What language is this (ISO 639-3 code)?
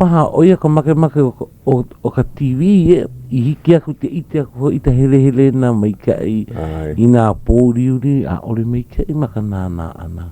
haw